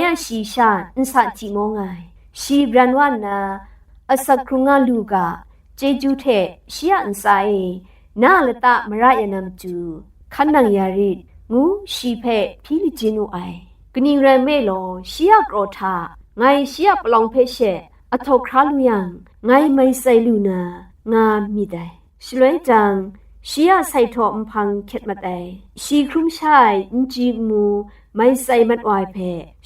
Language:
Kachin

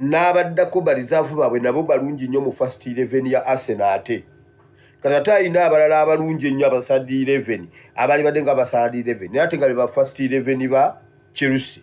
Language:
Ganda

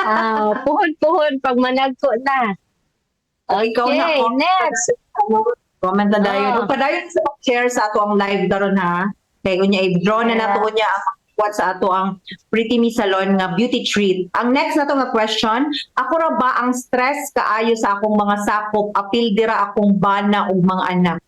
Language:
Cebuano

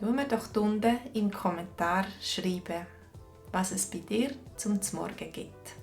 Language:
Swiss German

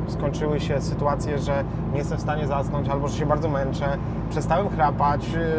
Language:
Polish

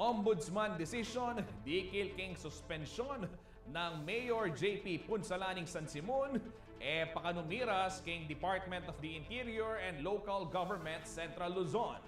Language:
Pampanga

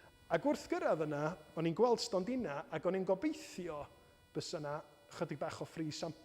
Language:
Welsh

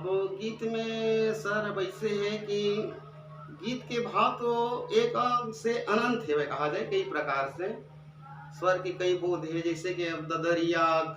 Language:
Chhattisgarhi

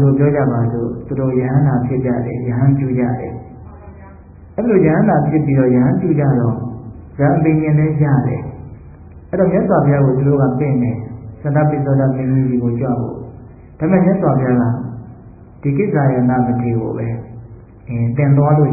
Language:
Burmese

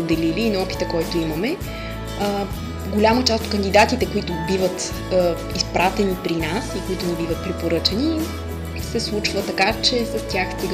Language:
Bulgarian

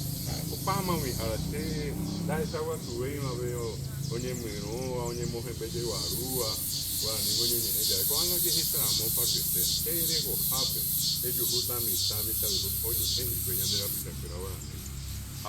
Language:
Guarani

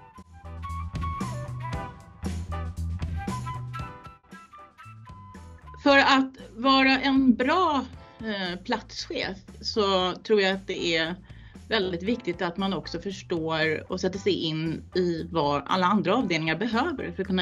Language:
Swedish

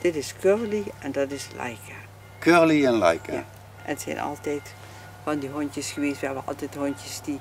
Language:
Limburgish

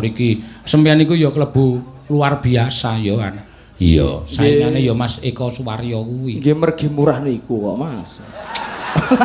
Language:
Javanese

